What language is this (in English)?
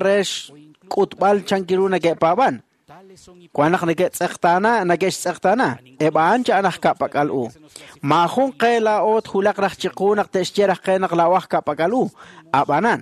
Kekchí